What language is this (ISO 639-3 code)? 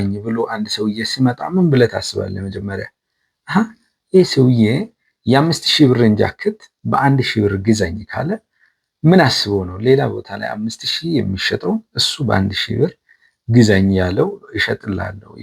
amh